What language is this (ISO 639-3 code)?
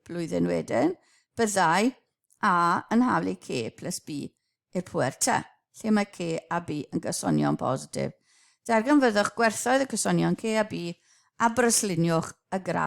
cym